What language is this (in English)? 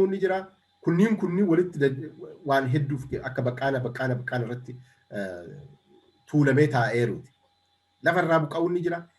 Oromo